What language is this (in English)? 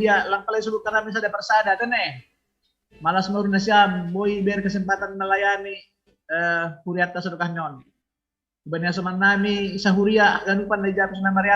Batak Simalungun